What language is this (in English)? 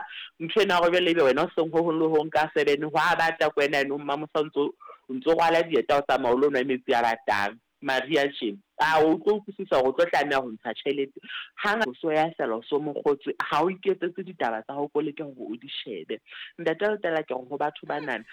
Southern Sotho